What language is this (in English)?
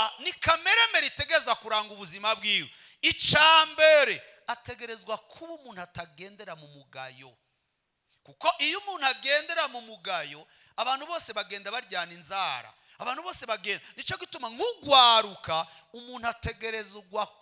Rundi